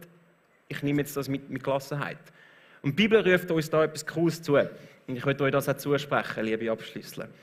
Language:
Swiss German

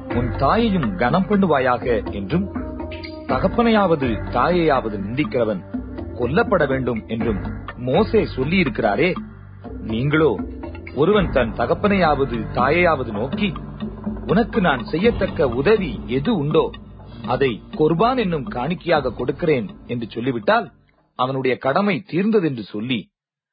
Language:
Tamil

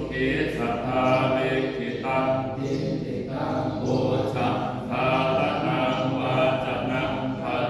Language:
Pali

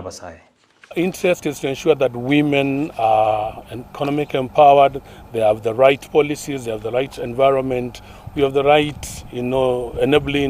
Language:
Gusii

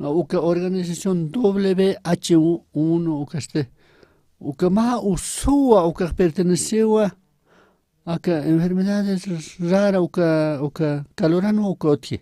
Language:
Aymara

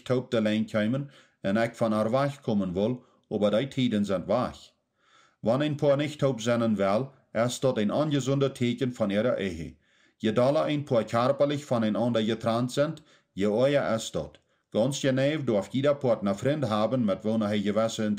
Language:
Plautdietsch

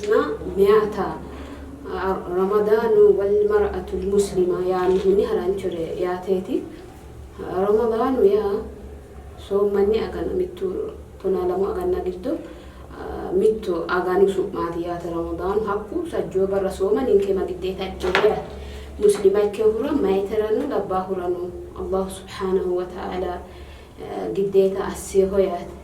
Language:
Sidamo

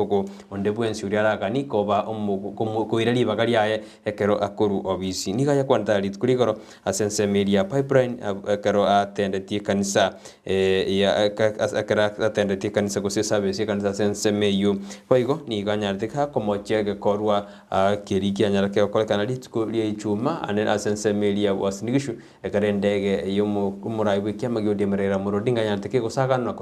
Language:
Gusii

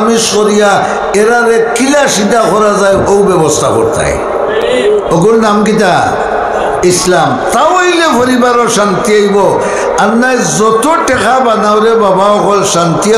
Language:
Sylheti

